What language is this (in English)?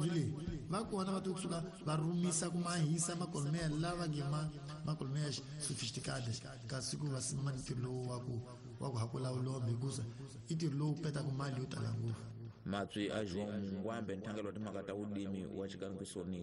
Tsonga